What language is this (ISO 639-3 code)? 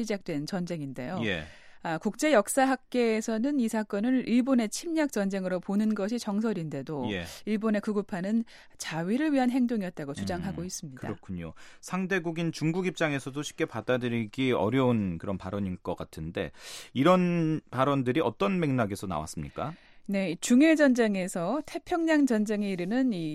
kor